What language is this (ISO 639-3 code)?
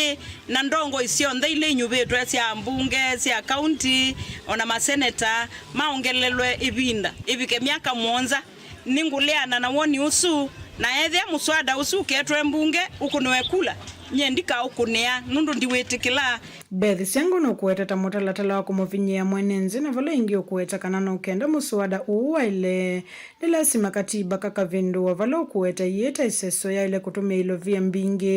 kam